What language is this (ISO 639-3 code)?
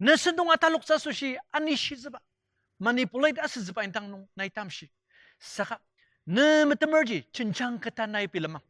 njo